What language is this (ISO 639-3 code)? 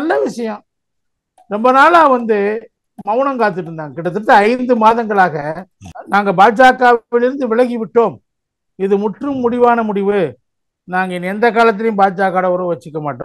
tam